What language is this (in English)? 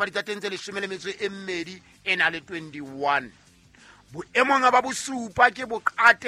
Southern Sotho